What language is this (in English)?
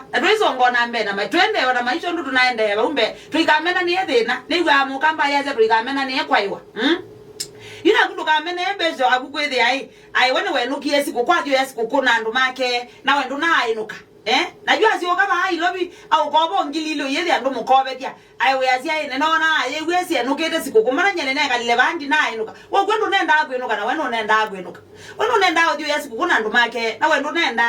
Kamba